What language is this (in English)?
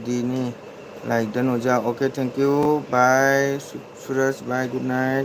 Manipuri